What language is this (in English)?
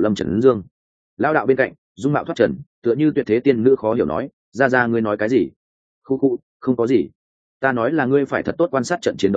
Vietnamese